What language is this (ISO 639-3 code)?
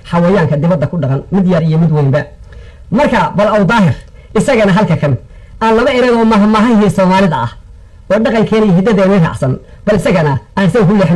som